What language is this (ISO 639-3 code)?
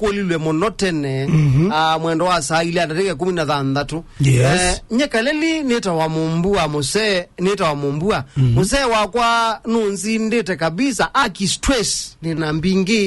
kam